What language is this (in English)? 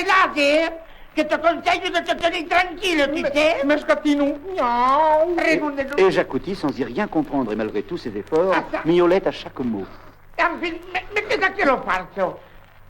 Occitan